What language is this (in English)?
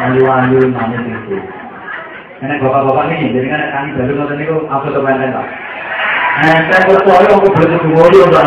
Javanese